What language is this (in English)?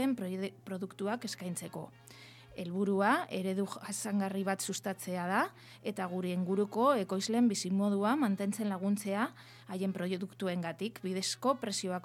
Basque